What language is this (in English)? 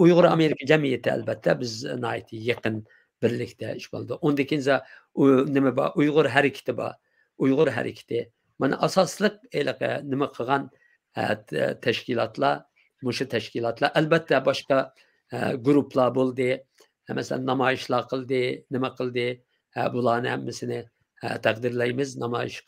Uyghur